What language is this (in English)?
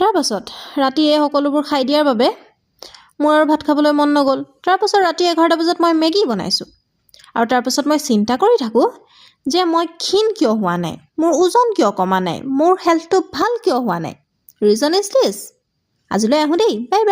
Assamese